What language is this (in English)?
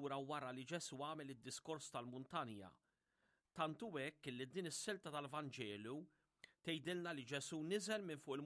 Maltese